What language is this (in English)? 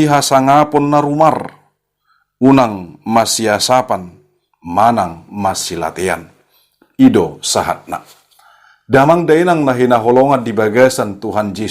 Batak Toba